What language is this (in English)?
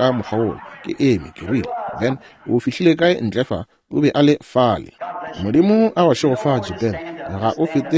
Northern Sotho